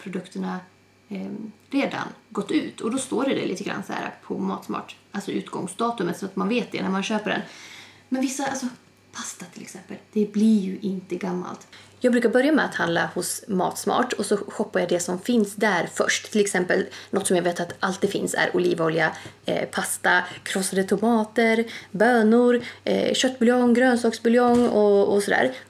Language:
Swedish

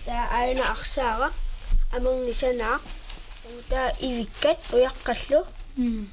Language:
Kalaallisut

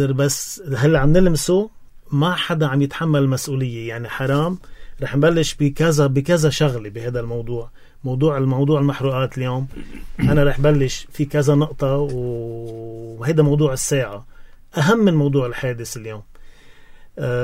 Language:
North Levantine Arabic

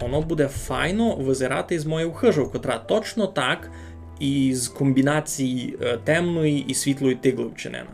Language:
Rusyn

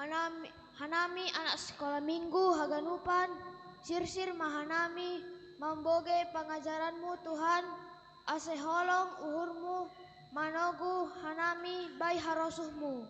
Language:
Batak Simalungun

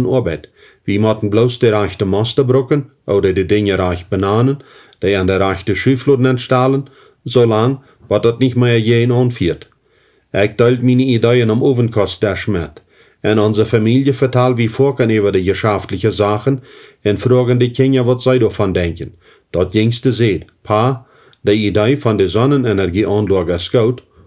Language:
Plautdietsch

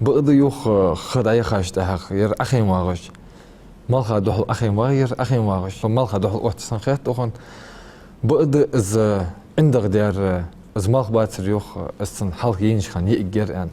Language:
Ingush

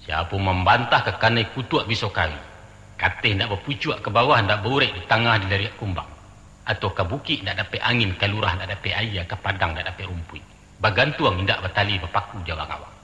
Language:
Minangkabau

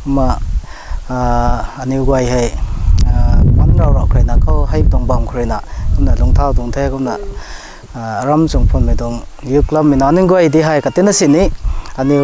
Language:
Rongmei Naga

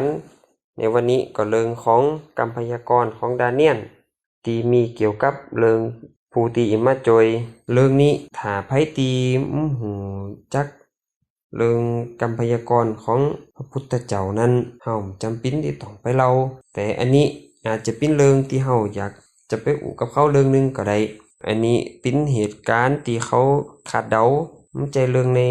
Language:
Lao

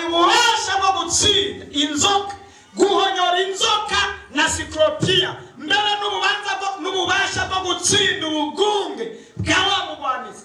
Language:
Rundi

